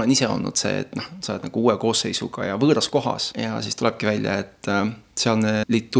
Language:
Estonian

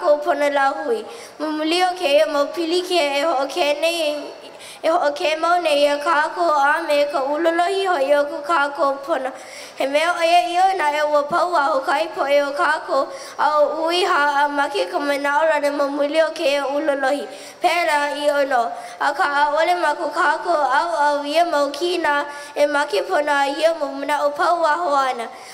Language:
Hawaiian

